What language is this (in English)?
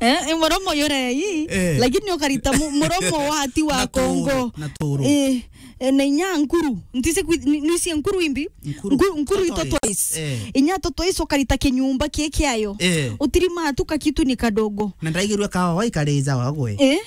Meru